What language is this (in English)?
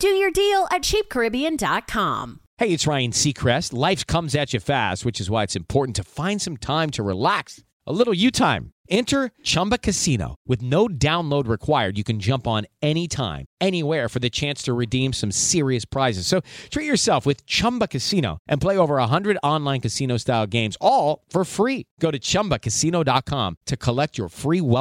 English